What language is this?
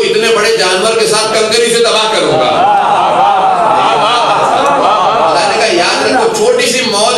Urdu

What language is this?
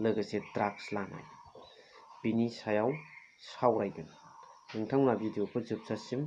Bodo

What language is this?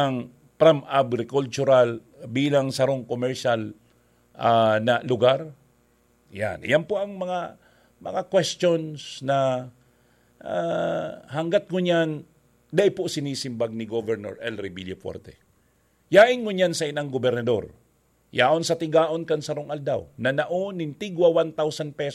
Bikol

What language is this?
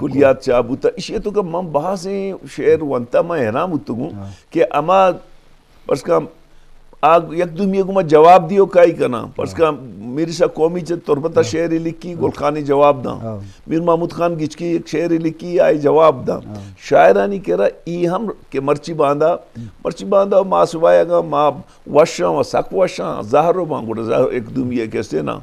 Eastern Balochi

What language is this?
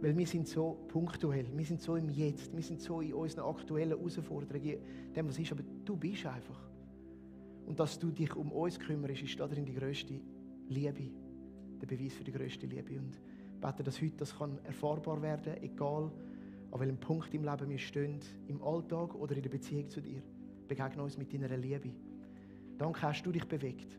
Swiss German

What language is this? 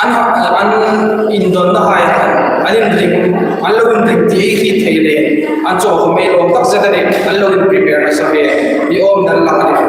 Hmar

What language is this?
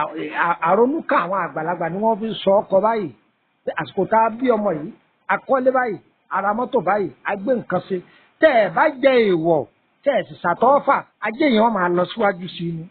Yoruba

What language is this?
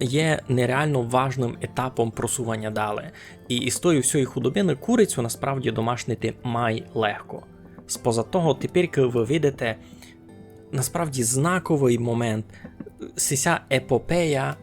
Rusyn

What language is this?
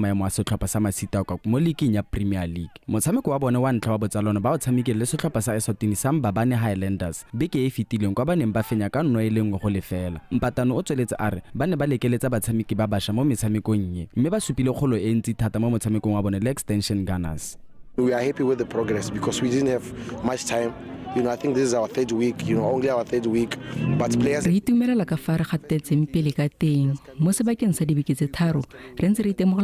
Tswana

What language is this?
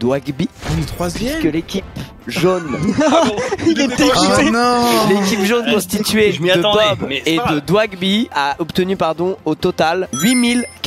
French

